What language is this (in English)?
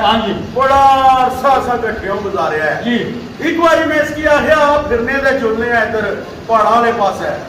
Pahari-Potwari